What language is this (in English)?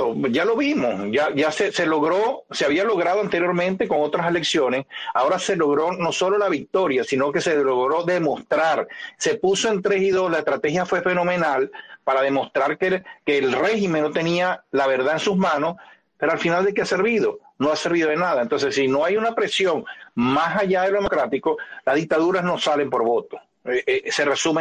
Spanish